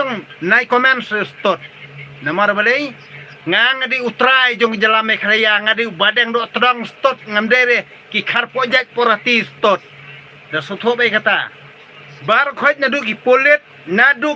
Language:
Khasi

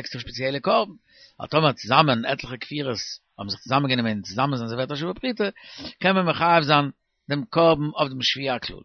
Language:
Yiddish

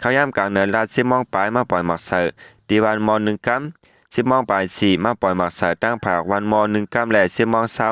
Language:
Shan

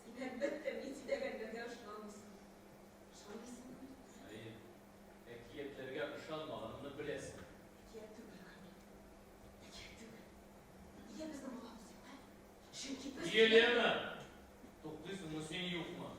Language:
Tatar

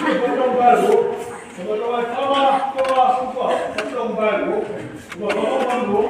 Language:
Chang Naga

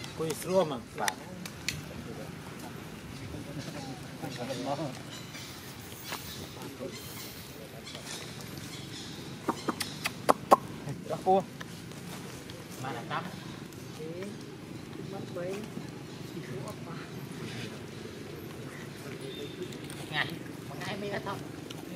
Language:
Vietnamese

